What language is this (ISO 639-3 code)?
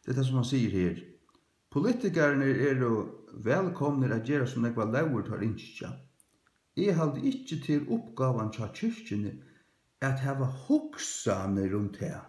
fao